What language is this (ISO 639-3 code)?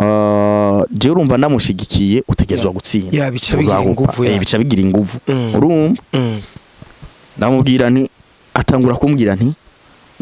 run